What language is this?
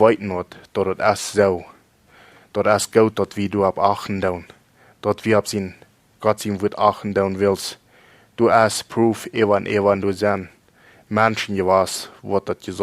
Plautdietsch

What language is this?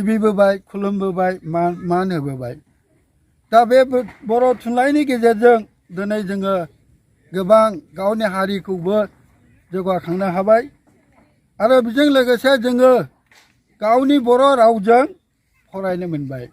Bodo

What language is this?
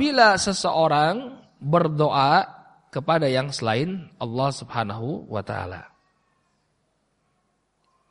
Indonesian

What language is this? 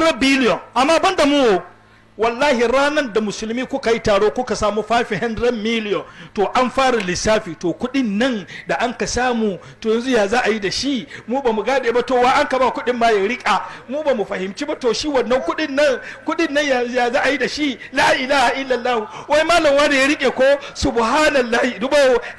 Hausa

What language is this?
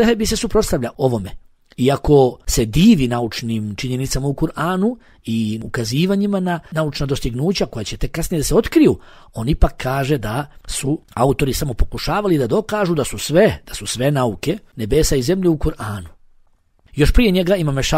Bosnian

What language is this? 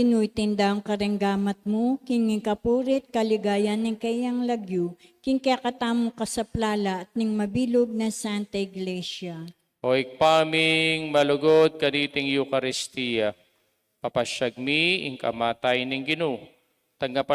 Pampanga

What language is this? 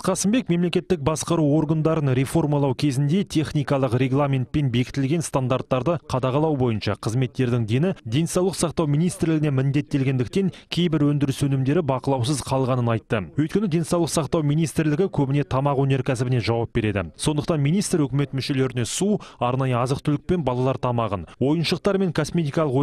Kazakh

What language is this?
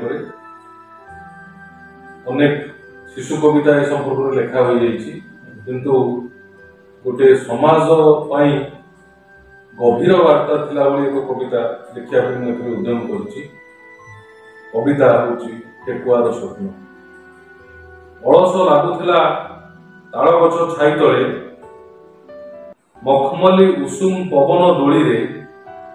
Odia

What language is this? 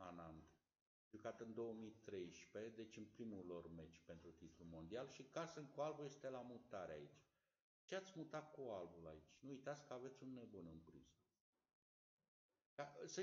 Romanian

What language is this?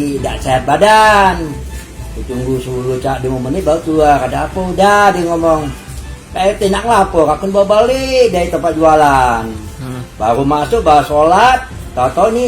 Musi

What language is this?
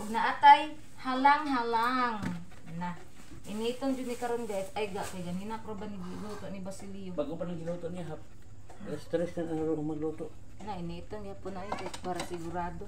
Cebuano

